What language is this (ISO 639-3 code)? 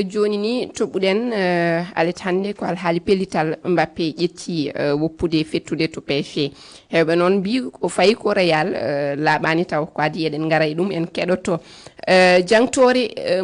ful